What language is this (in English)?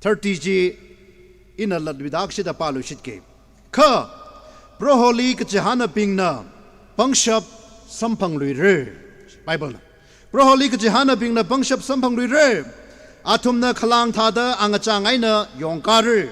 Tangkhul Naga (India)